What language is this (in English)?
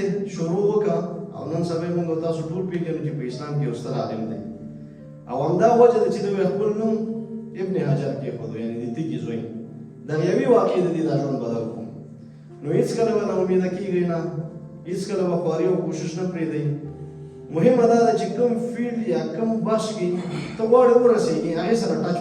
Pashto